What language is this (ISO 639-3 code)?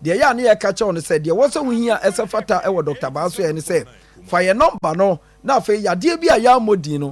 aka